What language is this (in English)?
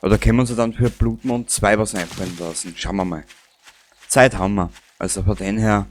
Bavarian